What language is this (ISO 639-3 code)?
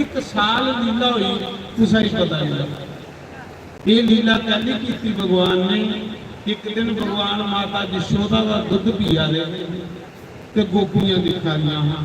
doi